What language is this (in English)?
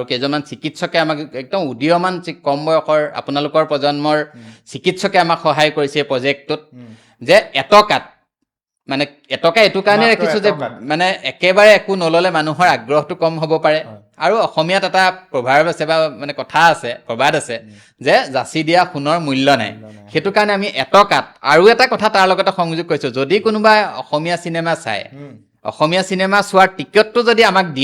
Assamese